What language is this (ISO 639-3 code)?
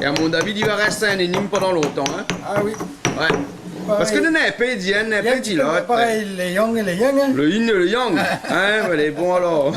rcf